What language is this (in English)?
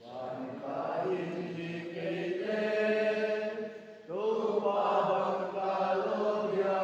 Paite Chin